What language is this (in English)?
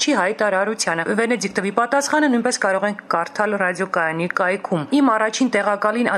Armenian